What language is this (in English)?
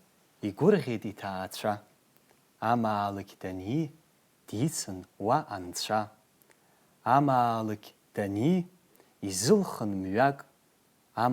Abkhazian